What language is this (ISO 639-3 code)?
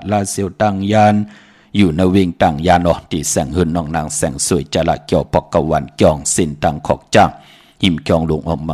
shn